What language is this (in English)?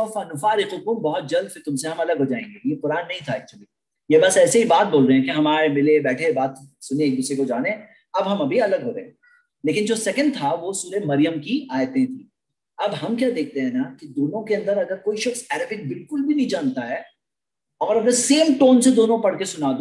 Hindi